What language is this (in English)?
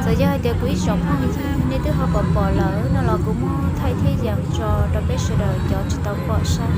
Hmong